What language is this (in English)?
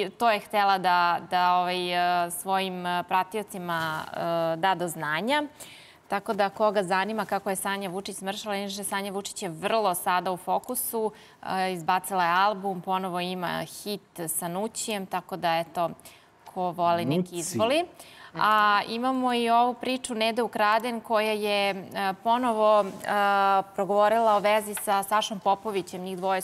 Serbian